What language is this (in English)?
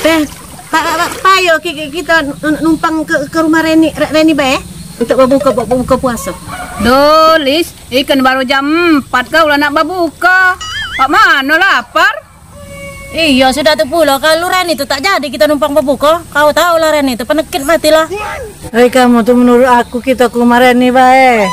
Musi